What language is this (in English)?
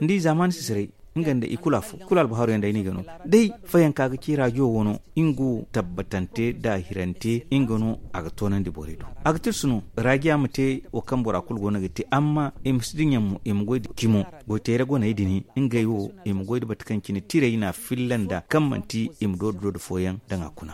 Zarma